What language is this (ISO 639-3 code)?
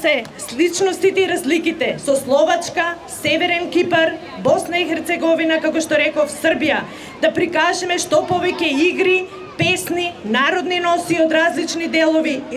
mkd